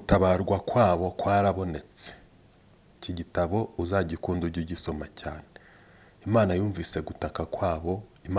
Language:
Kinyarwanda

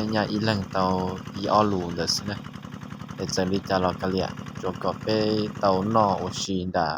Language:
Hmong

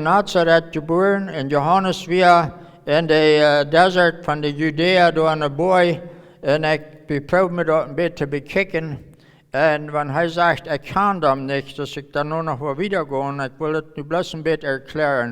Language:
Plautdietsch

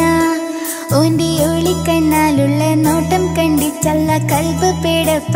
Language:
Malayalam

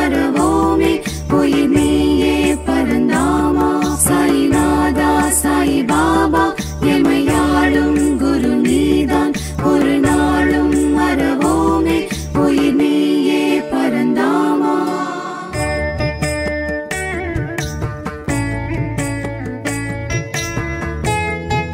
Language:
Tamil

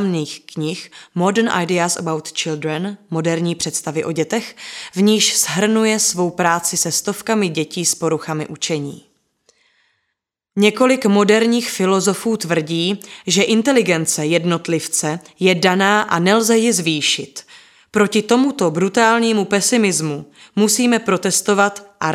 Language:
Czech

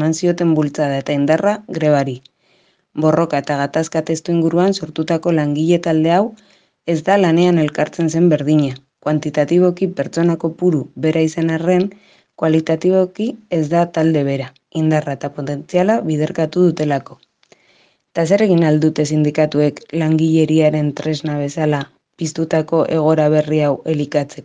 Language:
Basque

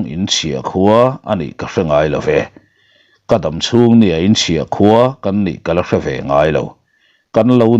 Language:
Mizo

